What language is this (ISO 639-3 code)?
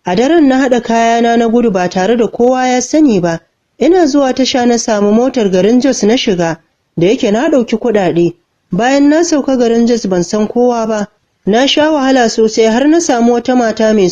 hau